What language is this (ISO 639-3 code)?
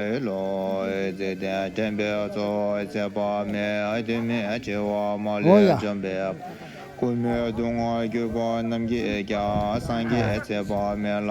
bod